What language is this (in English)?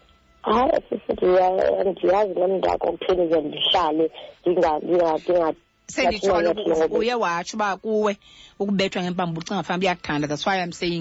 Xhosa